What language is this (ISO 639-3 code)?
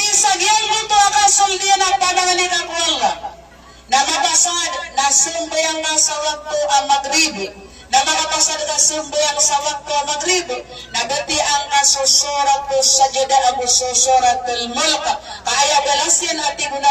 mrw